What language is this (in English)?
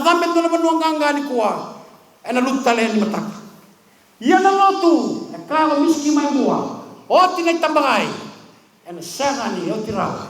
Fijian